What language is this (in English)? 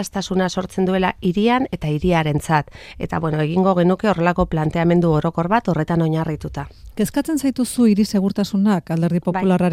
Basque